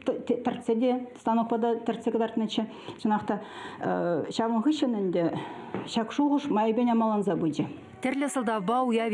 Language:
Chuvash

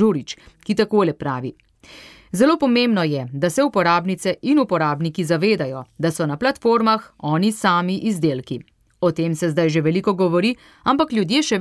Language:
Slovenian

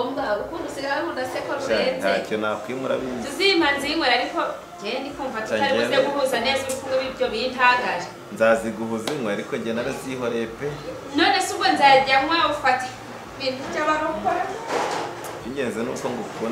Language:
Kinyarwanda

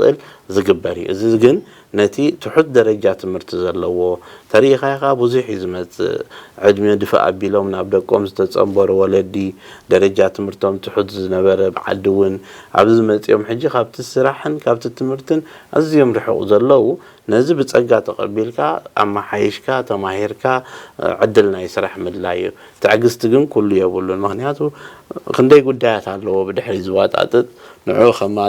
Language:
Tigrinya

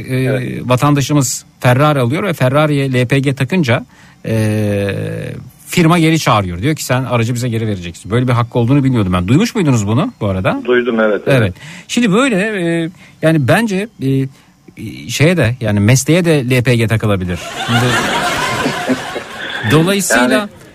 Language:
Turkish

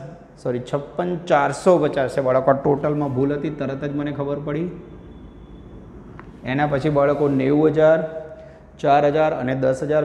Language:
Gujarati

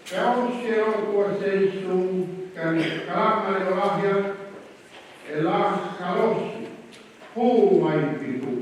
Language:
Tongan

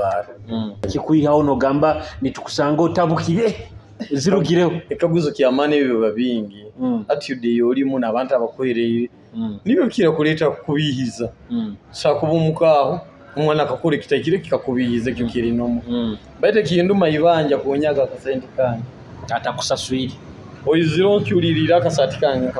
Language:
Nyoro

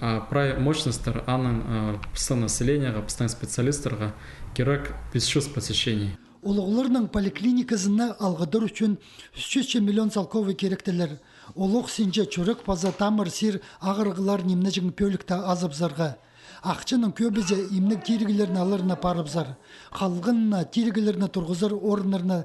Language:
Khakas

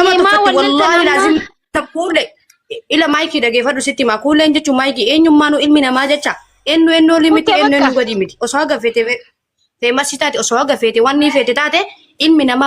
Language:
Oromo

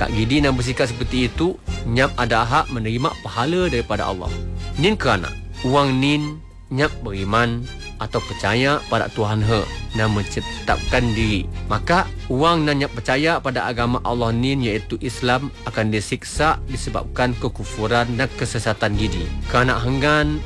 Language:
Malay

